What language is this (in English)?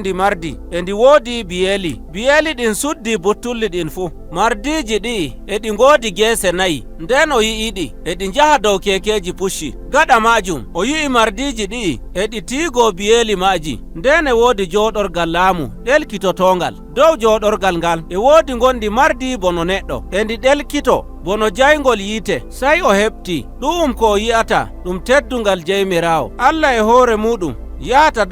Nigerian Fulfulde